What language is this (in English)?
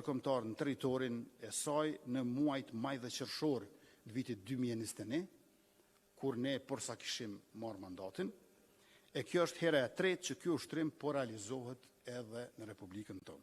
Albanian